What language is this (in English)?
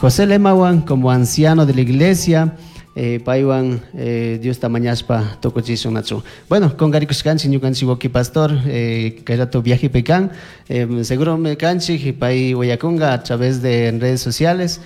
Chimborazo Highland Quichua